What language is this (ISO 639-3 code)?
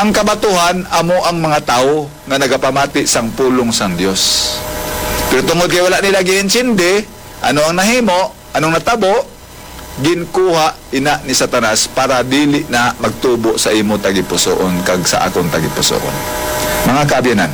hil